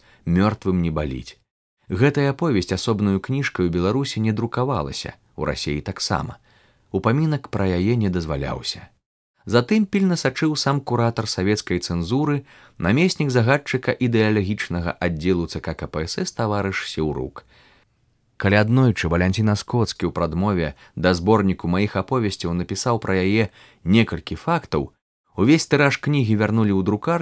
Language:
Belarusian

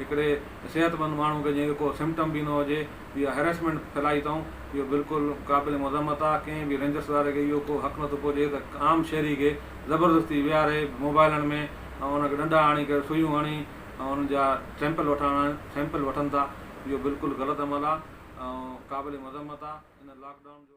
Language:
Sindhi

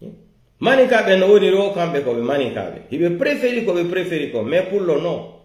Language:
Pular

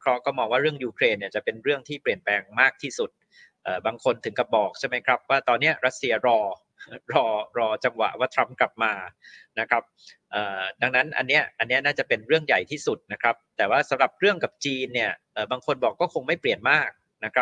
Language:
Thai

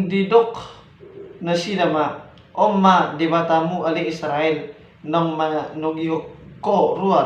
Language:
Batak Toba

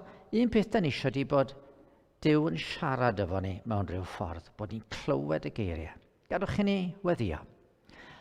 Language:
Welsh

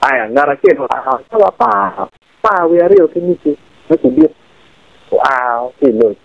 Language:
Acoli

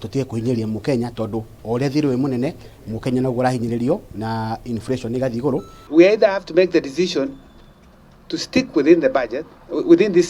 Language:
Kikuyu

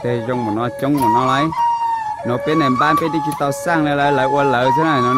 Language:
Hmong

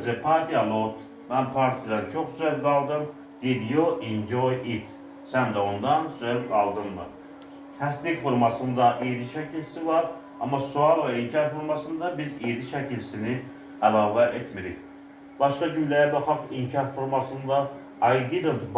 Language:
Azerbaijani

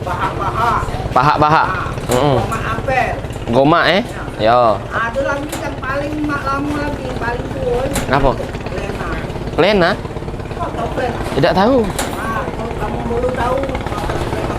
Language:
Musi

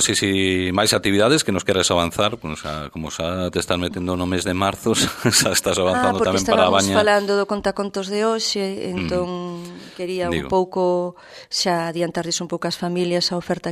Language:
Galician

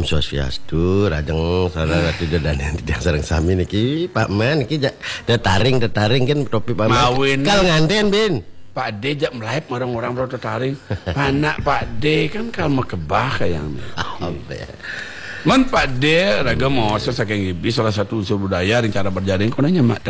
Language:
Balinese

